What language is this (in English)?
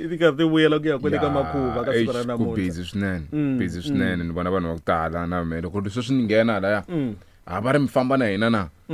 Tsonga